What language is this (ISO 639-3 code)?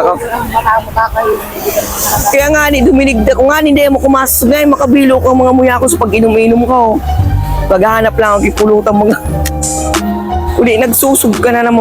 bik